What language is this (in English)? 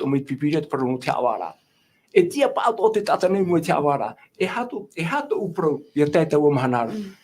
Tahitian